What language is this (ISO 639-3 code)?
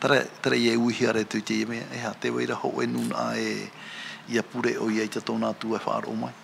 tah